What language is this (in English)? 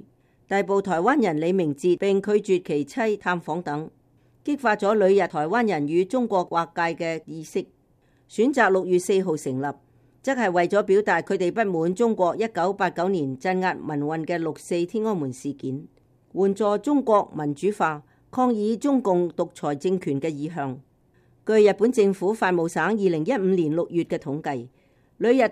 Cantonese